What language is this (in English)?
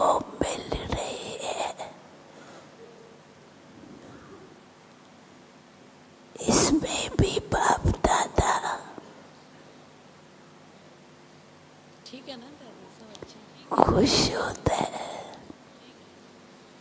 Hindi